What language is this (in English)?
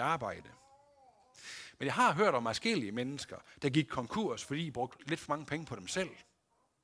Danish